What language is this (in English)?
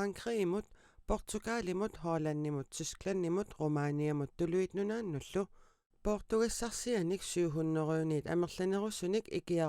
Kalaallisut